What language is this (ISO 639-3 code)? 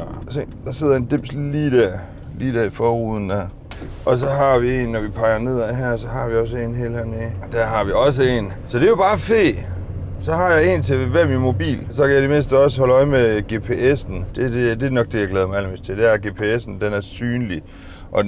dan